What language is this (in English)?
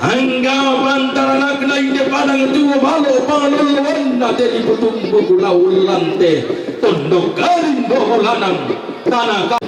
Toraja-Sa'dan